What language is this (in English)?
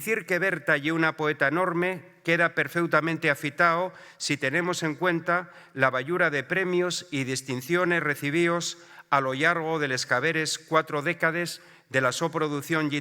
Asturian